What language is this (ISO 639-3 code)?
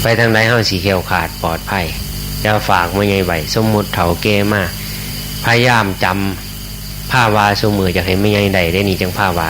tts